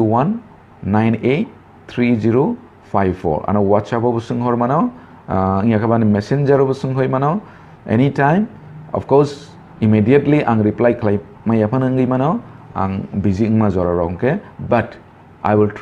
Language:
Kok Borok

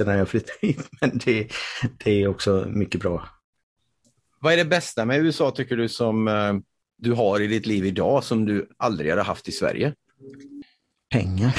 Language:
Swedish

